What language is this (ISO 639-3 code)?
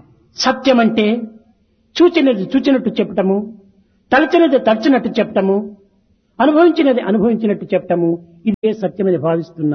tel